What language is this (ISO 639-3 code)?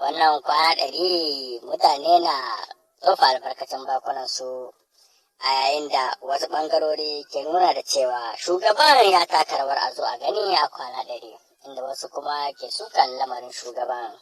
hau